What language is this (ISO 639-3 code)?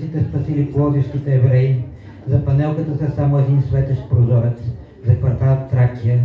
bul